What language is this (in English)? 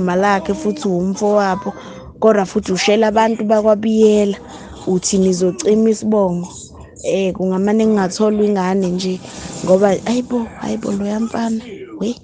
Zulu